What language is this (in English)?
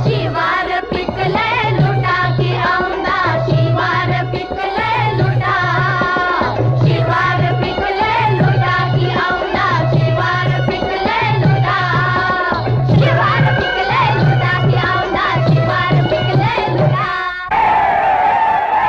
Marathi